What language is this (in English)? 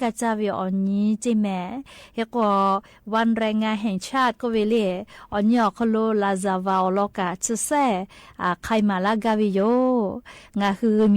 Lahu